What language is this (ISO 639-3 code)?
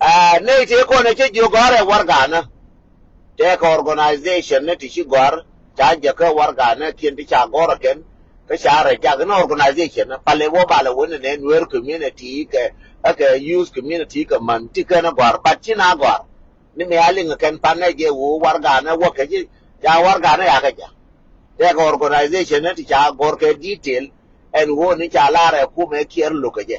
nus